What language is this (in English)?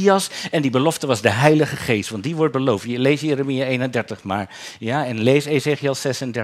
Dutch